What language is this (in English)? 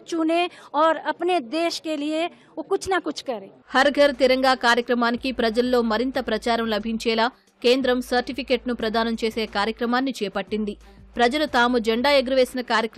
Telugu